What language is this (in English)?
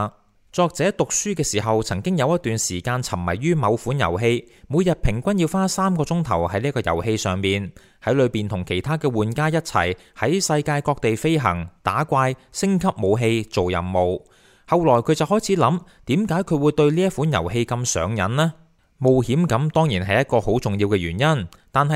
Cantonese